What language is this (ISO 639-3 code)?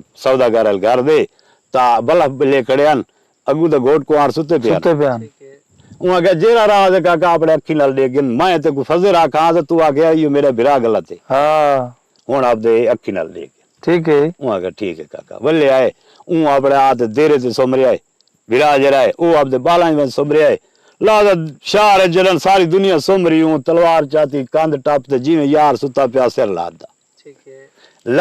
skr